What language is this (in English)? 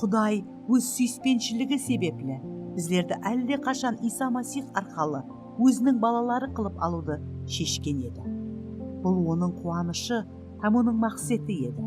Kara-Kalpak